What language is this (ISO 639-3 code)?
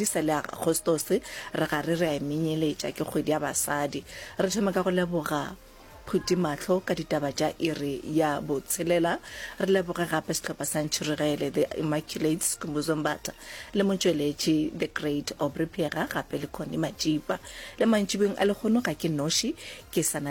nso